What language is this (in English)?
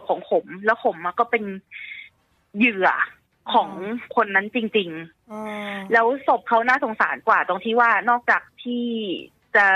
Thai